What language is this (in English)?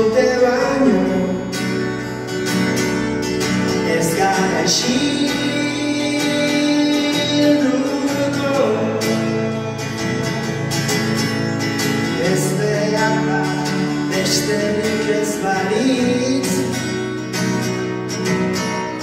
Basque